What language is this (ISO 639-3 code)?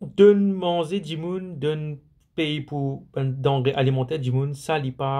mfe